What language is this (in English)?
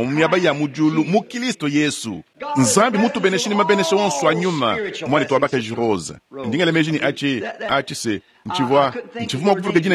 Luba-Lulua